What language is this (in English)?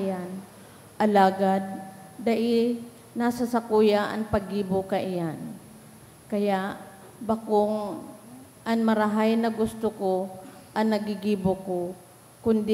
Bikol